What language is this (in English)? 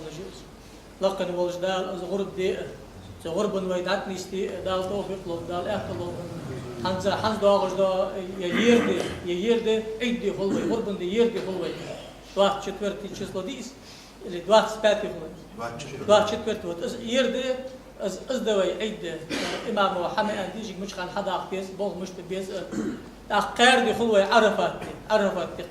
Ingush